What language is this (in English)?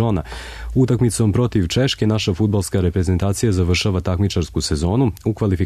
Serbian